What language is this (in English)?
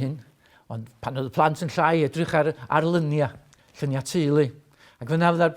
Welsh